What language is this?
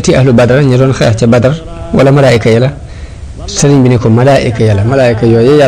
Wolof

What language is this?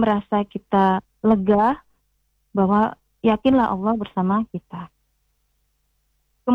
Indonesian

